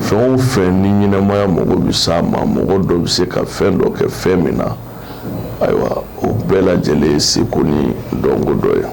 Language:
Bambara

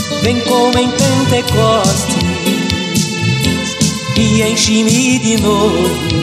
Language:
Portuguese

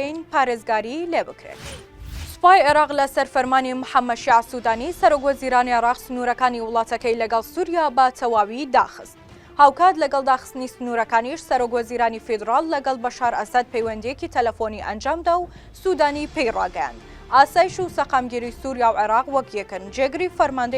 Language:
Central Kurdish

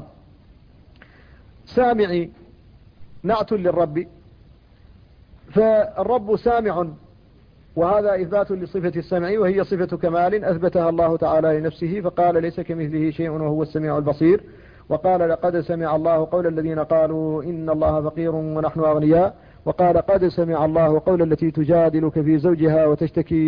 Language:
Arabic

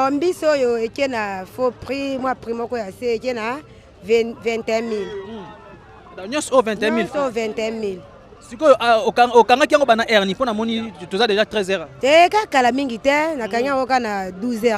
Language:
Lingala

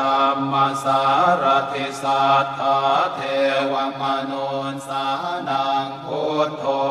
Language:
Pali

